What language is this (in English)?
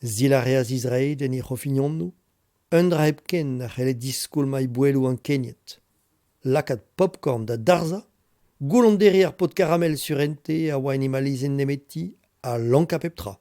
Breton